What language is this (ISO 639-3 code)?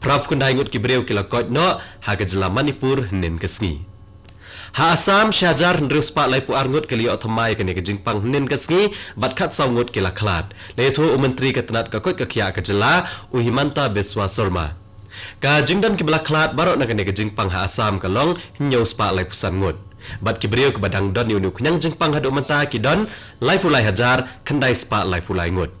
kha